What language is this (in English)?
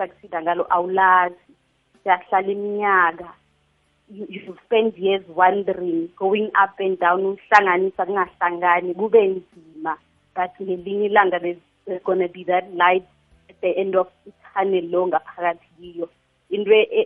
South Ndebele